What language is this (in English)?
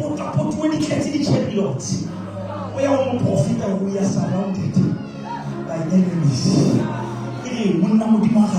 Southern Sotho